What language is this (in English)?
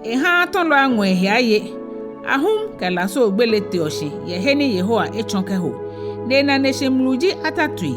Ga